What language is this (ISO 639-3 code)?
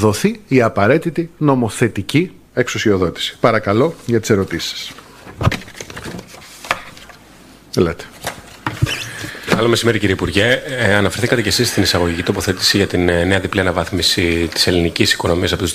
ell